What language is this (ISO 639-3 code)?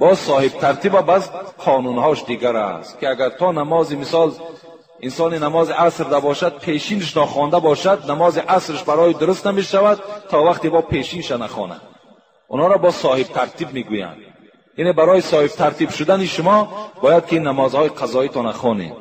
tgk